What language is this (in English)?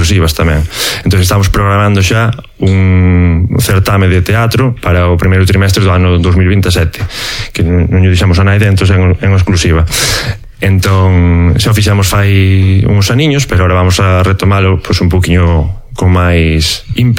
Galician